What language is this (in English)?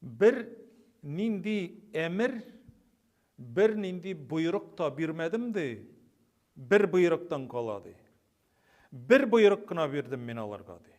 Tatar